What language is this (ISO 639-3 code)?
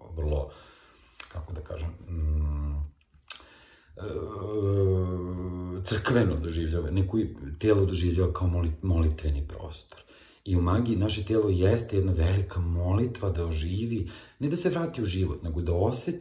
srp